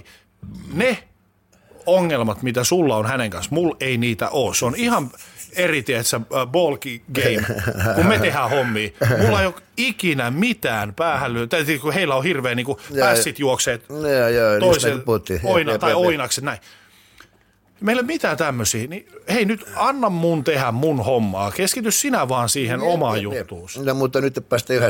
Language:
Finnish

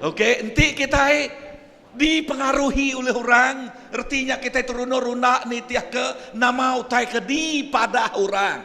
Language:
Iban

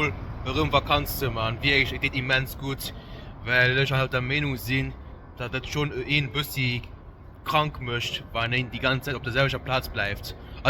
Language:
Luxembourgish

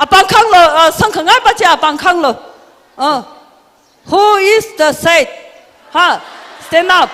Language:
Tangkhul Naga (India)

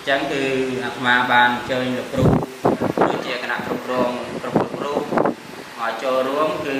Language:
Khmer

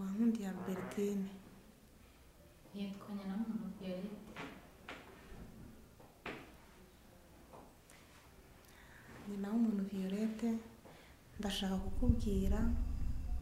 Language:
Kinyarwanda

